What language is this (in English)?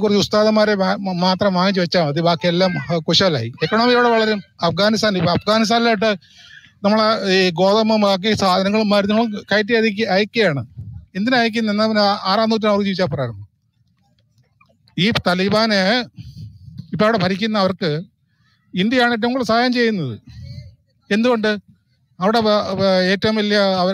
Malayalam